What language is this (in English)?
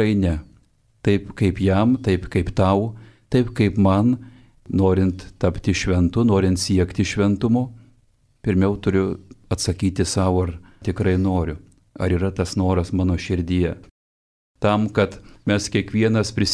Lithuanian